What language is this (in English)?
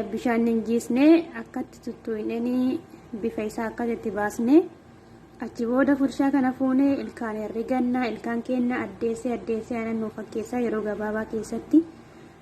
Oromo